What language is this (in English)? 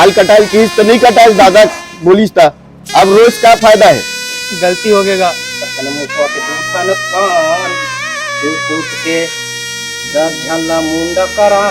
Chhattisgarhi